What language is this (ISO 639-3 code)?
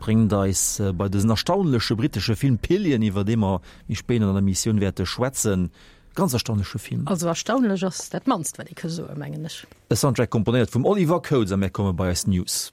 ltz